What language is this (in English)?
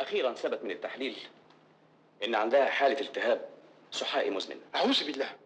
Egyptian Arabic